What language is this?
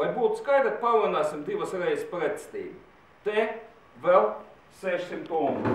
Slovenian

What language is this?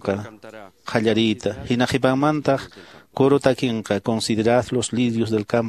Quechua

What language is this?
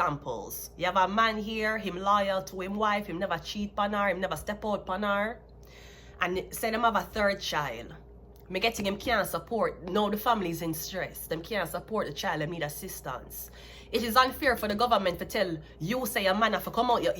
Jamaican Creole English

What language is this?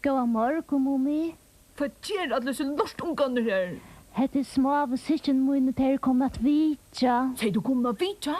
Faroese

